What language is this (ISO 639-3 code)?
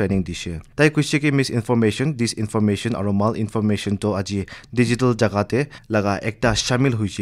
nag